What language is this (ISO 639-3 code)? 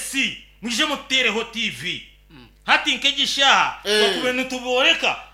nyn